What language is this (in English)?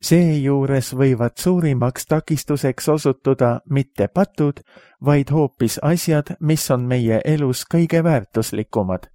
Estonian